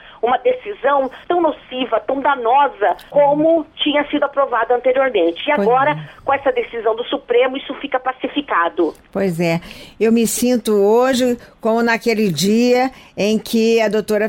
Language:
Portuguese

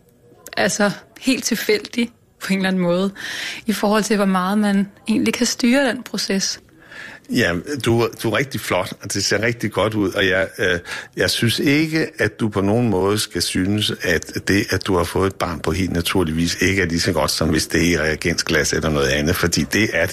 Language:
Danish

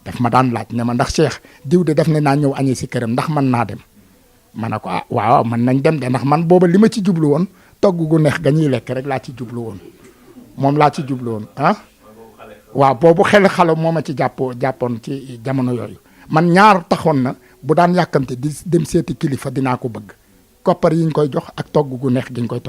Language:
Wolof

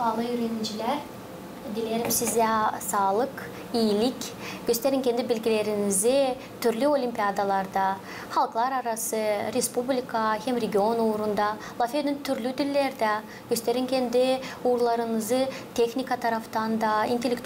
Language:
Gagauz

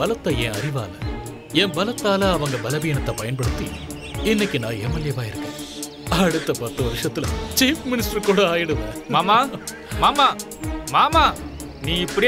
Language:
Tamil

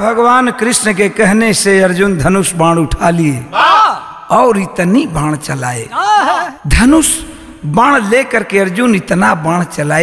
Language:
Bhojpuri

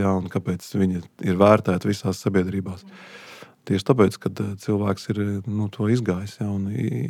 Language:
Latvian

